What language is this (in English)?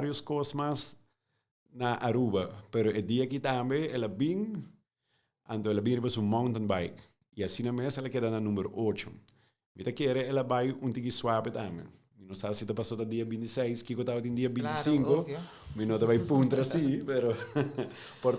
Papiamento